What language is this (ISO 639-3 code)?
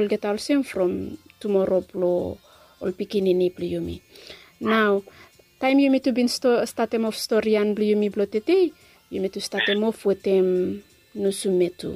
bis